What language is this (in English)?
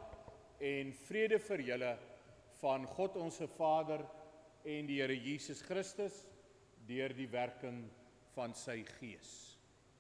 Afrikaans